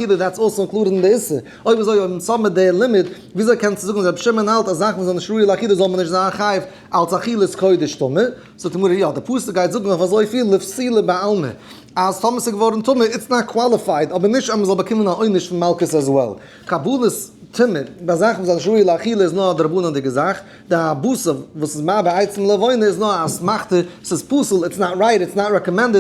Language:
Yiddish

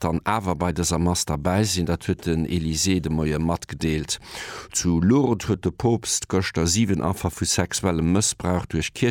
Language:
Luxembourgish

